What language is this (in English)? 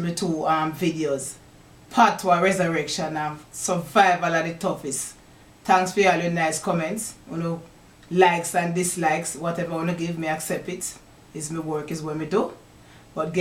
Jamaican Creole English